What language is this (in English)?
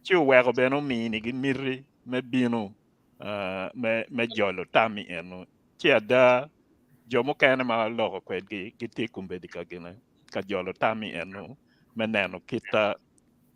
Acoli